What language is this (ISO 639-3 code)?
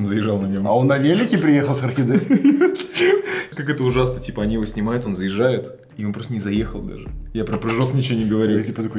rus